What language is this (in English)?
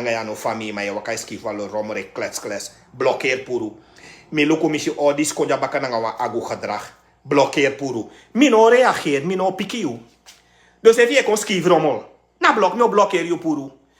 Sranan Tongo